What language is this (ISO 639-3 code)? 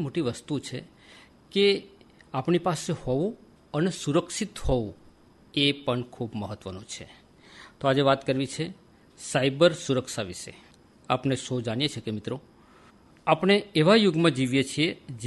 guj